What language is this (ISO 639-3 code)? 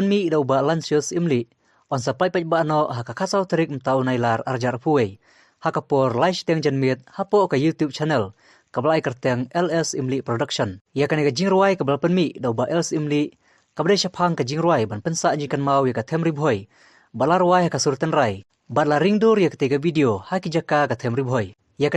kha